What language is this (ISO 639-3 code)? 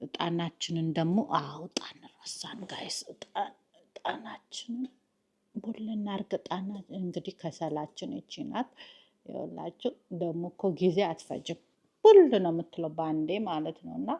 amh